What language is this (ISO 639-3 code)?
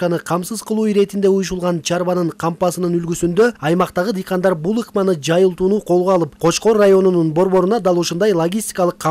kir